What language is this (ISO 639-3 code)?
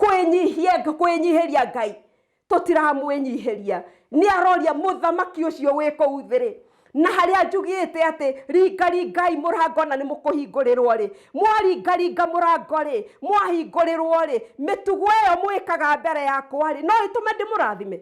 kik